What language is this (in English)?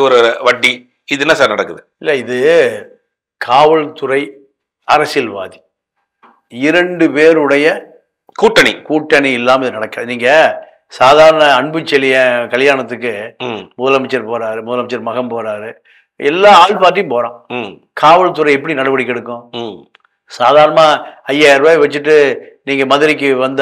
Tamil